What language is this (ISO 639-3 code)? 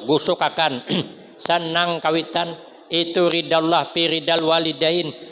bjn